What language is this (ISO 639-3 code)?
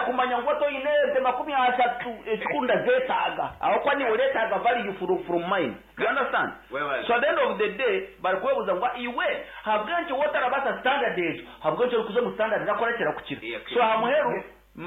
nyn